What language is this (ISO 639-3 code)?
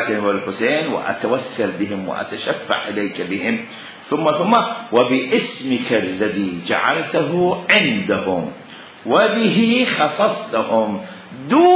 acm